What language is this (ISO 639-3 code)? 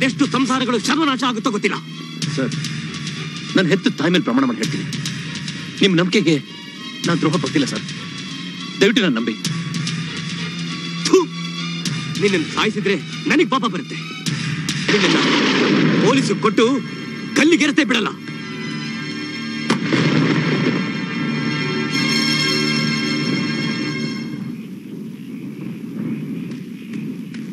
kan